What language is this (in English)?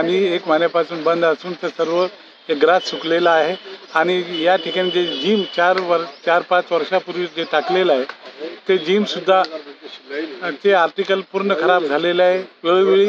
Marathi